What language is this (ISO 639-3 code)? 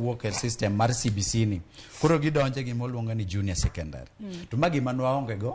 luo